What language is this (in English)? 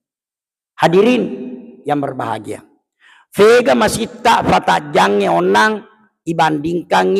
Buginese